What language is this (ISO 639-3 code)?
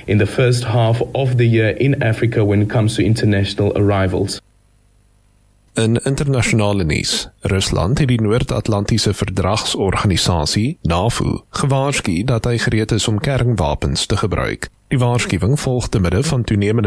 afr